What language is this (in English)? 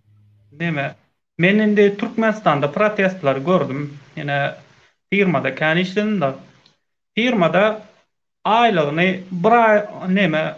Turkmen